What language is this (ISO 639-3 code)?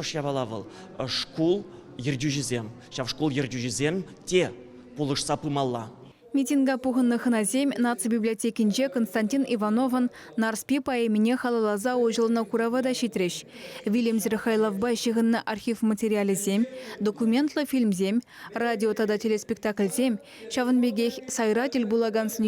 chv